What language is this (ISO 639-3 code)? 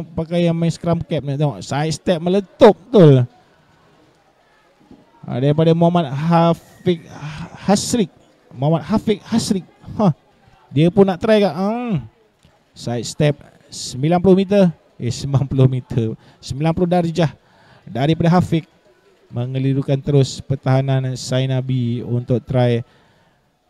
msa